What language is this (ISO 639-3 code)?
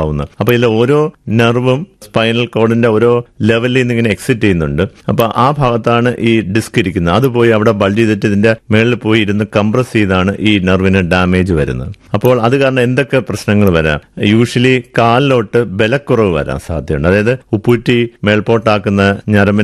mal